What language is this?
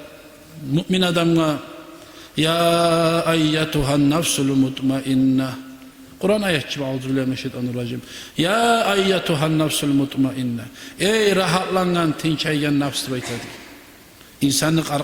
Kumyk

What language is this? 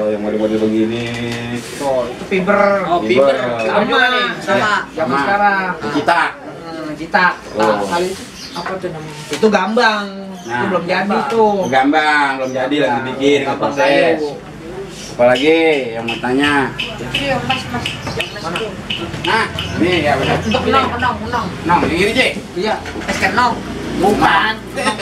Betawi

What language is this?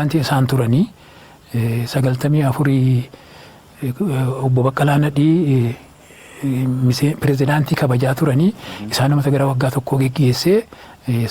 Oromo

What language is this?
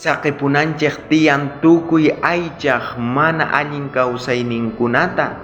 South Bolivian Quechua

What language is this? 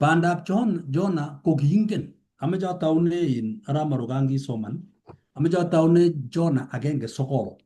Kalenjin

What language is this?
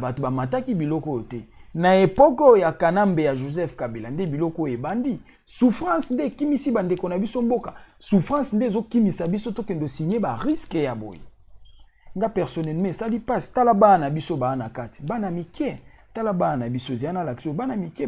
Lingala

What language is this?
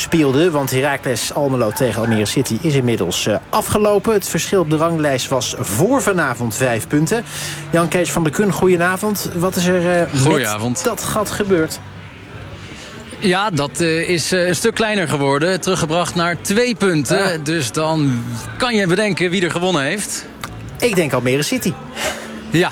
Dutch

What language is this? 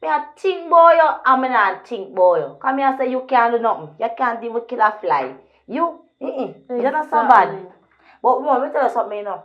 Jamaican Creole English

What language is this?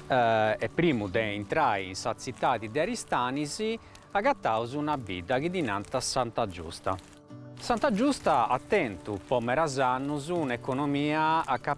Sardinian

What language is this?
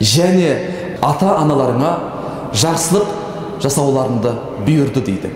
Kazakh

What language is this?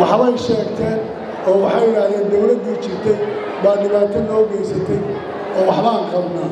Somali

